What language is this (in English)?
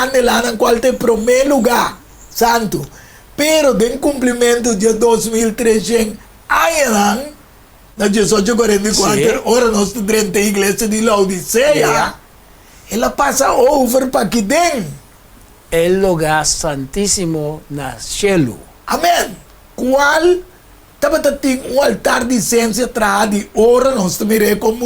Papiamento